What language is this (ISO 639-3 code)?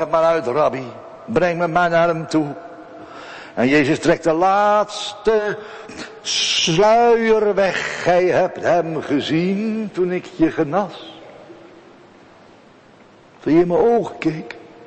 nld